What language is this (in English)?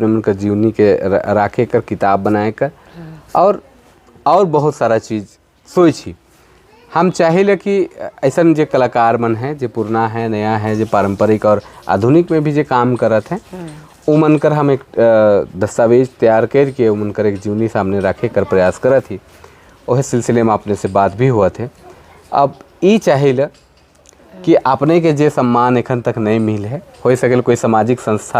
Sadri